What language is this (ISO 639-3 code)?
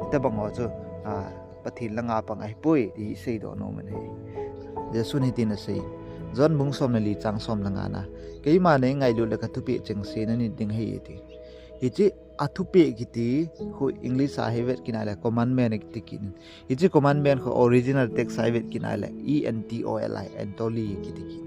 tcz